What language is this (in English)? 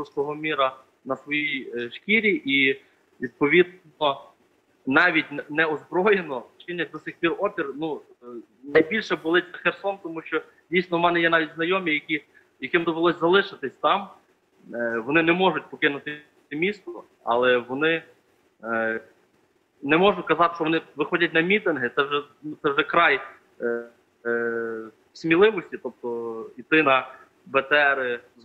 Ukrainian